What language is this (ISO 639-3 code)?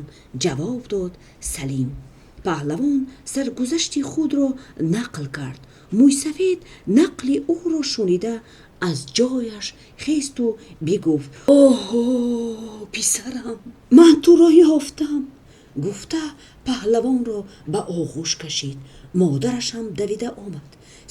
tgk